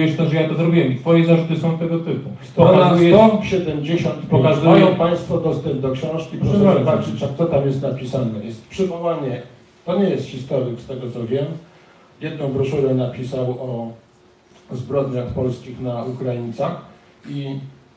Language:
Polish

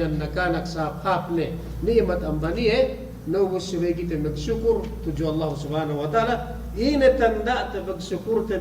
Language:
Yakan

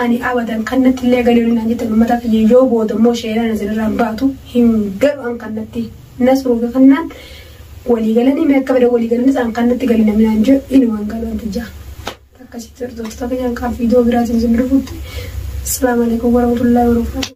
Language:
Oromo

